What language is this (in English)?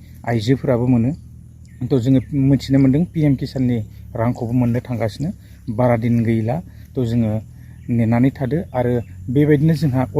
Bodo